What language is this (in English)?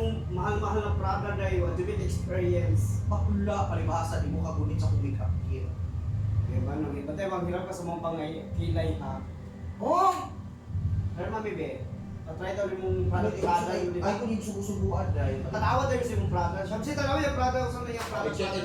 Cebuano